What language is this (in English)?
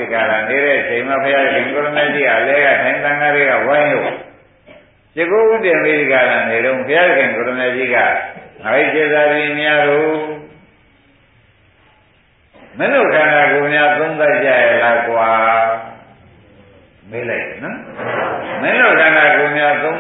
Burmese